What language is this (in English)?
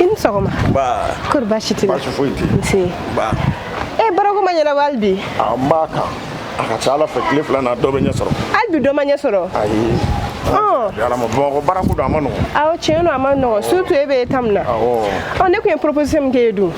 Bambara